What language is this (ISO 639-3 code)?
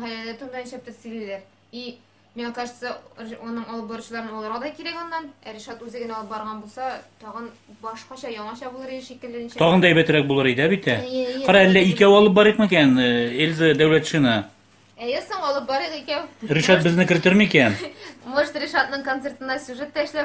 tat